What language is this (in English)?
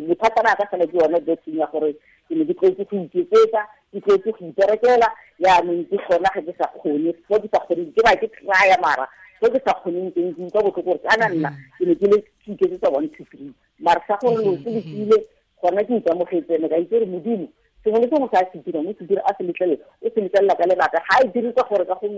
Tswana